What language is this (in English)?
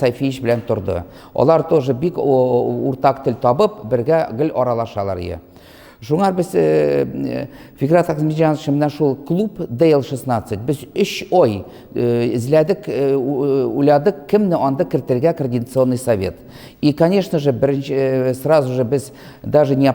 Tatar